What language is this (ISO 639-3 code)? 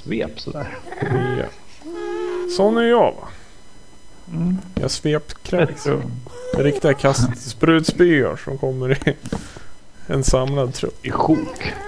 swe